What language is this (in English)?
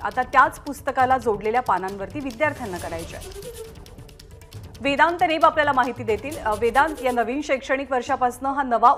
Marathi